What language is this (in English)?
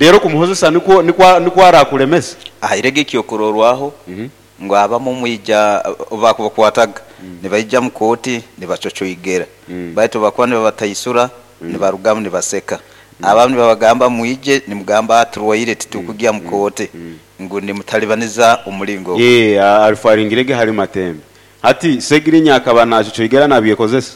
Nyoro